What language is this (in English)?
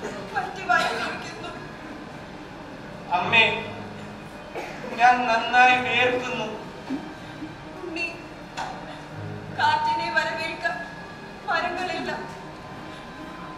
Malayalam